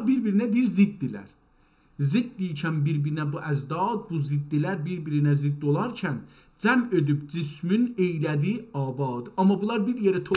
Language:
South Azerbaijani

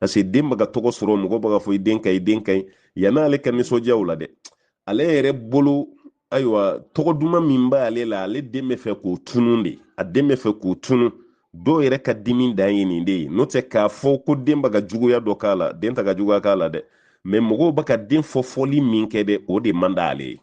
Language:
Bambara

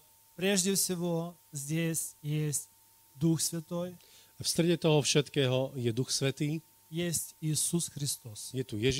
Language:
Russian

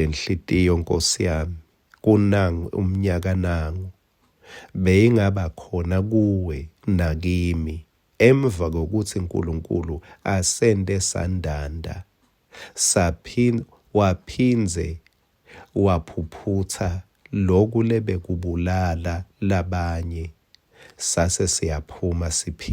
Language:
Swati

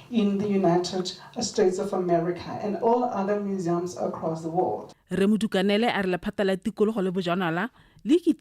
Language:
Tswana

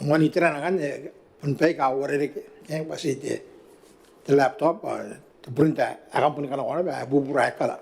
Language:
Gilbertese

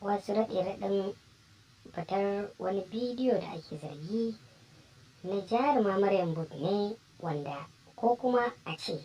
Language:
Hausa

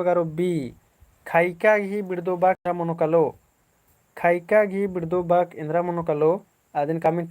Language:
Kurukh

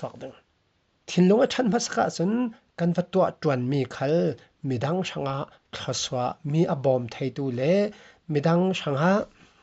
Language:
Falam Chin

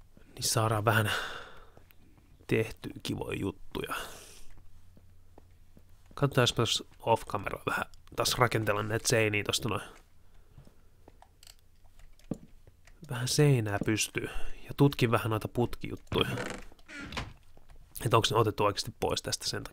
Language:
Finnish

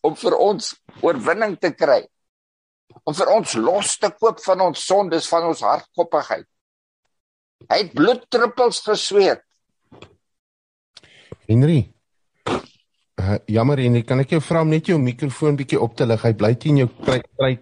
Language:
Afrikaans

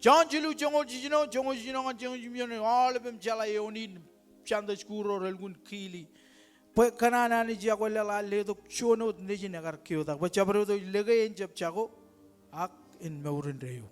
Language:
Marshallese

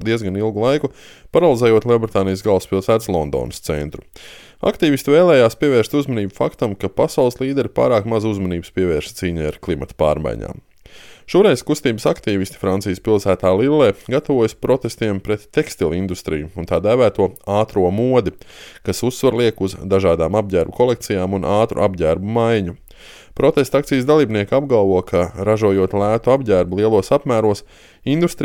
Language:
Latvian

